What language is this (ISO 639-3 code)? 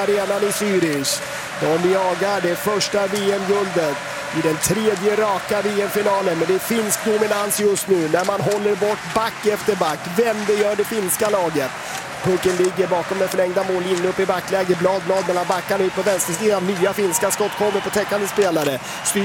swe